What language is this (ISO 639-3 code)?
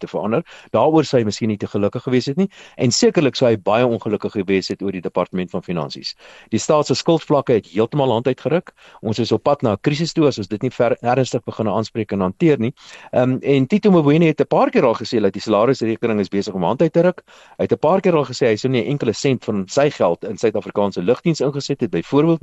afr